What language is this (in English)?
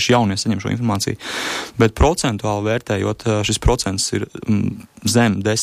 Latvian